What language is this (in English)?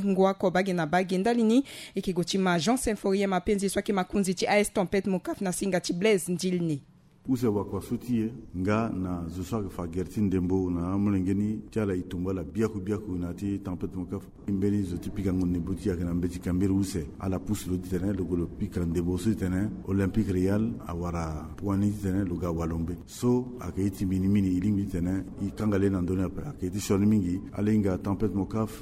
Sango